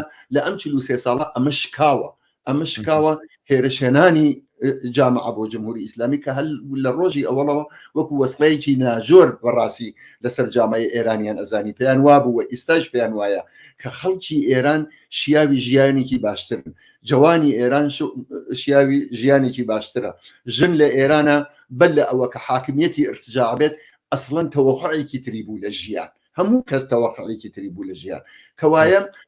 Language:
Central Kurdish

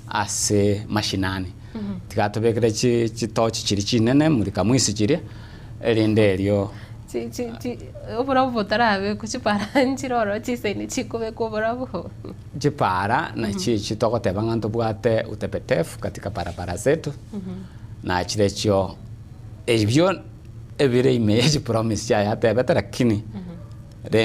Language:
Gusii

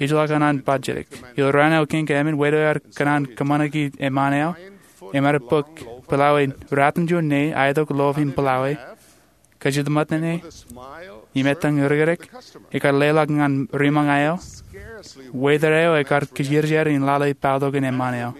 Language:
Marshallese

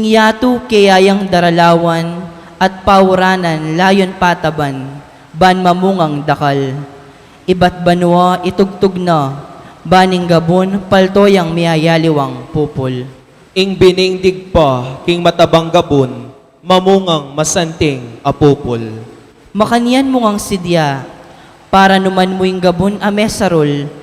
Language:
Pampanga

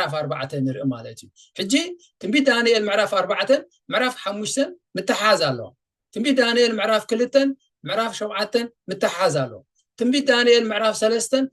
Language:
Tigrinya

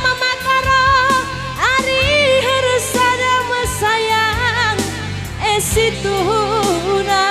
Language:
Batak Karo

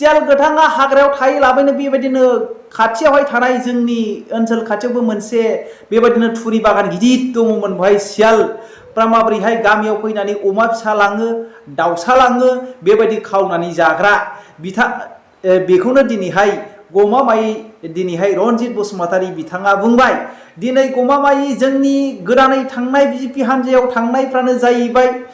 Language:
Bodo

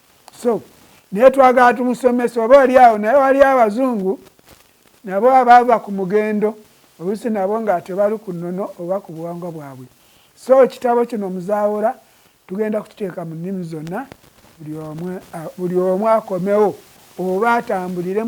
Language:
Ganda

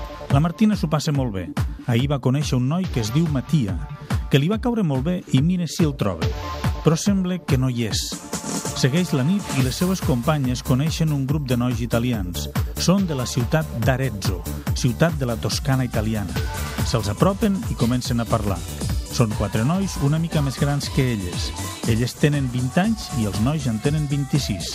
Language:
Catalan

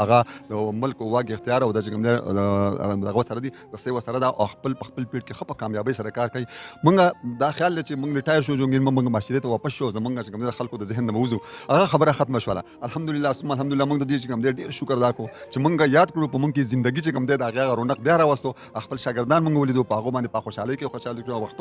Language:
Pashto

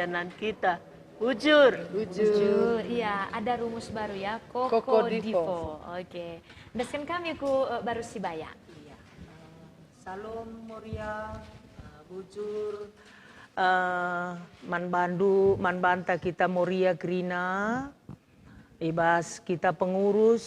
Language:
Batak Karo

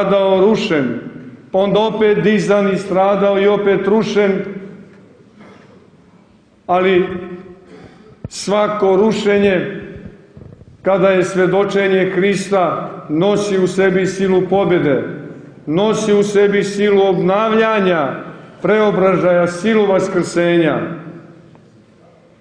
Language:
Serbian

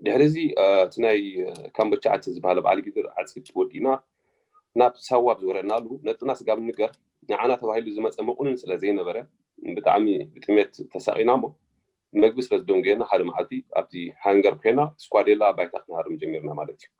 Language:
Tigrinya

